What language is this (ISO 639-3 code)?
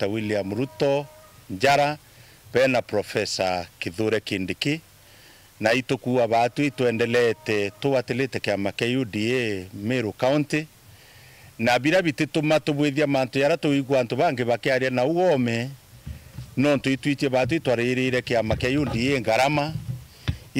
mer